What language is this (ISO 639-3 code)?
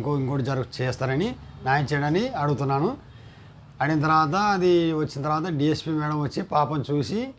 tel